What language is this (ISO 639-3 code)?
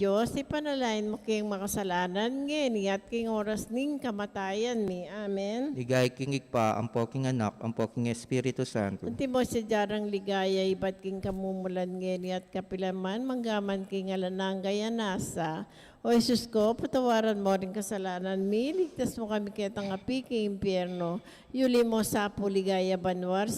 pam